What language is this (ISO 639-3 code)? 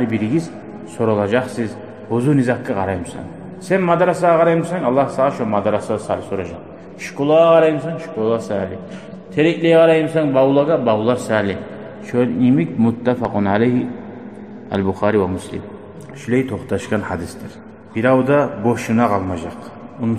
kum